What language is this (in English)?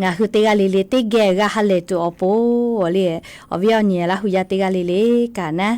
Lahu